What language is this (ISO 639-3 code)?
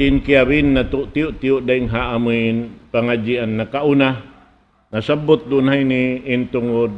tsg